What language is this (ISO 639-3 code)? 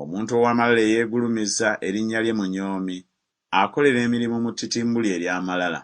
lug